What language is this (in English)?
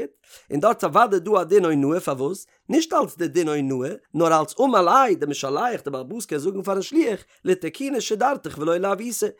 Yiddish